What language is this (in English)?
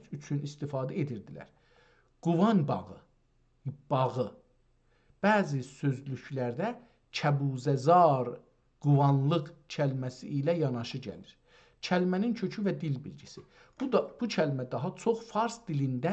South Azerbaijani